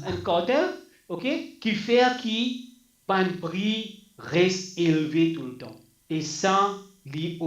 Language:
Morisyen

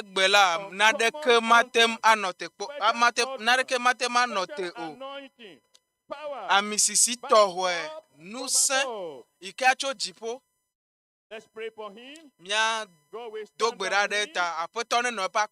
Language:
Ewe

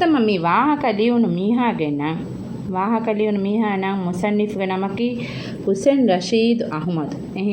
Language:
Divehi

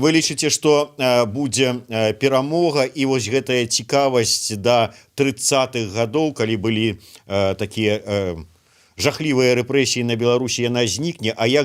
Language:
Belarusian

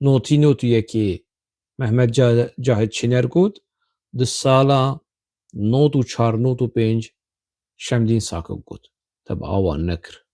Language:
Kurdish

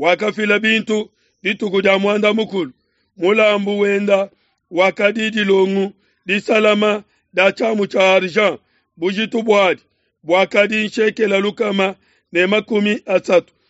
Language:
Luba-Lulua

